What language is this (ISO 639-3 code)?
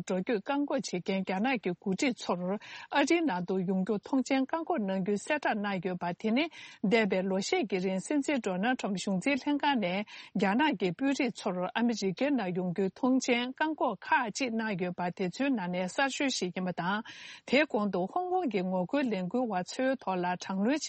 bod